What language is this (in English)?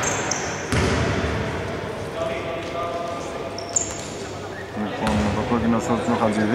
Greek